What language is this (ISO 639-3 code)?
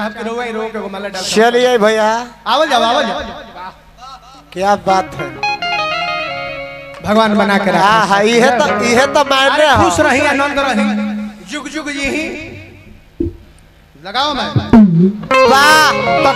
bho